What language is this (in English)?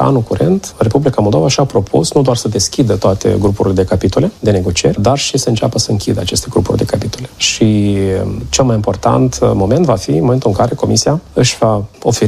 Romanian